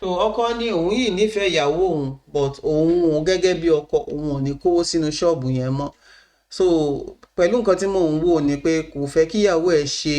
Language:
Yoruba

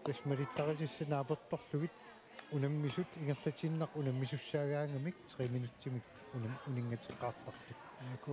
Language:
Kalaallisut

